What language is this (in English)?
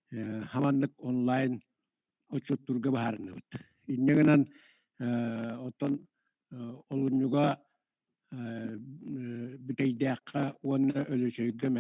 Yakut